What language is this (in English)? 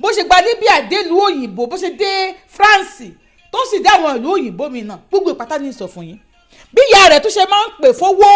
Yoruba